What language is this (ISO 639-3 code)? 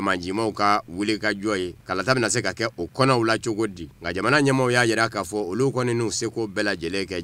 bam